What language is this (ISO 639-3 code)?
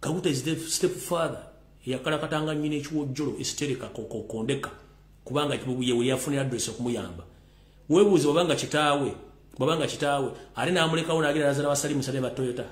lug